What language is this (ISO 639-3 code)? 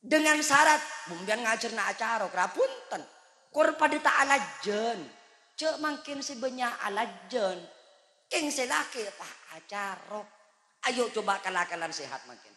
mad